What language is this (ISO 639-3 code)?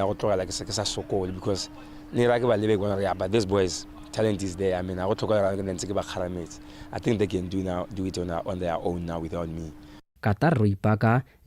tsn